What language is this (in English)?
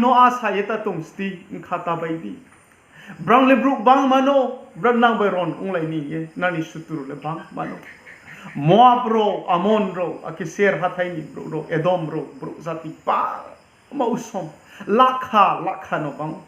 Riang (India)